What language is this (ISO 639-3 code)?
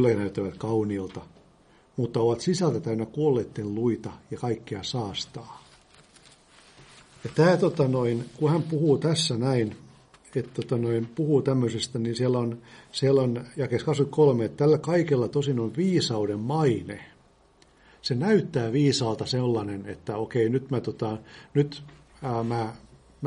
fin